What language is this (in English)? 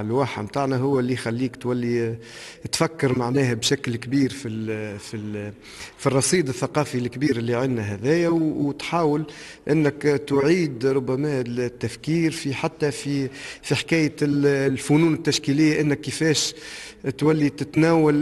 Tunisian Arabic